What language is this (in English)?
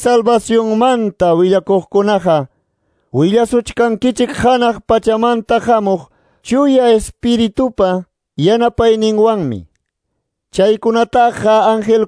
Quechua